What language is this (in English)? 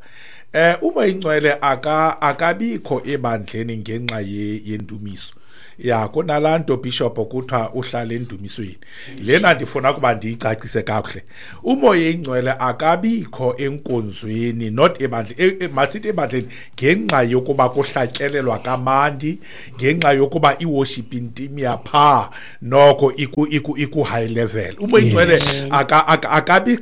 Xhosa